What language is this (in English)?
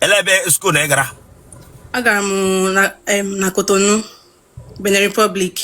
Igbo